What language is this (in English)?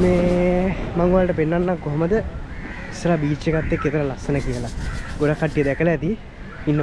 Sinhala